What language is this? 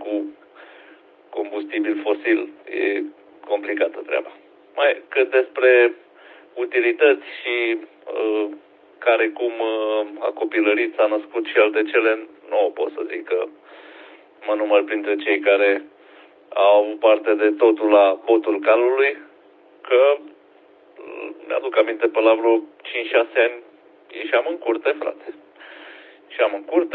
Romanian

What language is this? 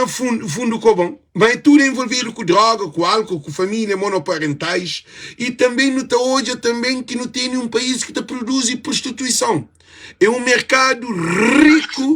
Kabuverdianu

